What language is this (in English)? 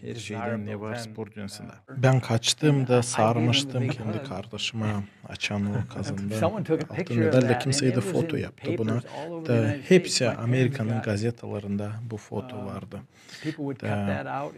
Gagauz